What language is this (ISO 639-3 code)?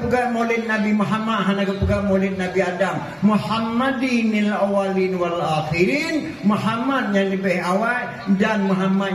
ace